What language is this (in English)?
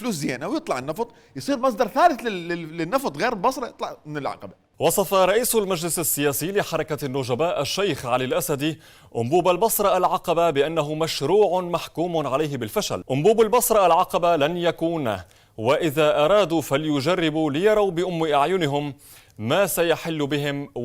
Mesopotamian Arabic